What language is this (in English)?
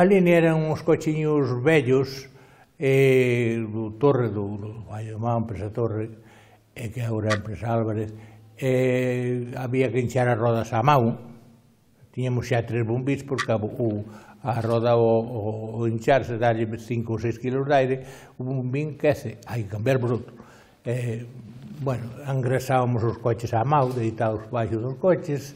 Galician